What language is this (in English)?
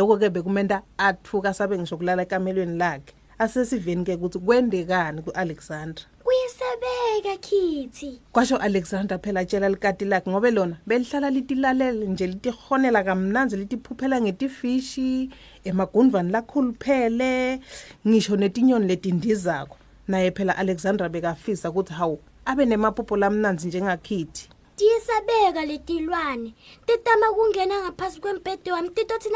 Swati